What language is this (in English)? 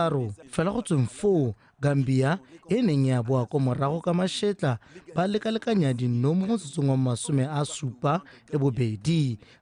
Tswana